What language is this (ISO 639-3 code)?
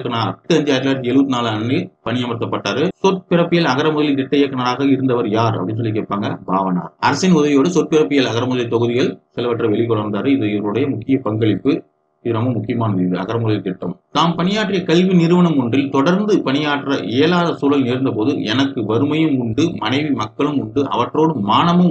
tam